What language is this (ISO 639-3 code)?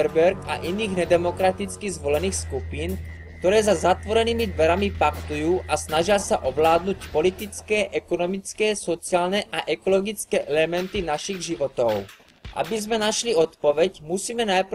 slk